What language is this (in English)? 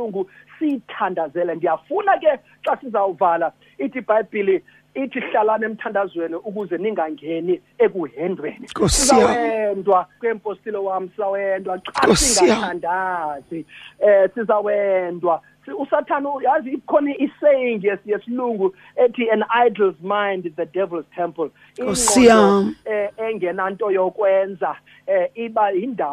Xhosa